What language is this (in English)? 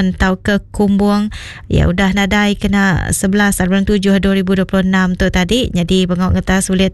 Iban